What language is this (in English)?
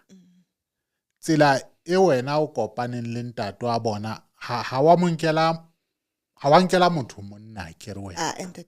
Southern Sotho